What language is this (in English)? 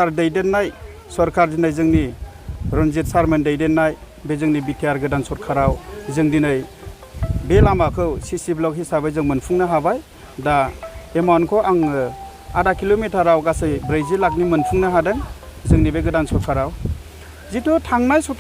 Bodo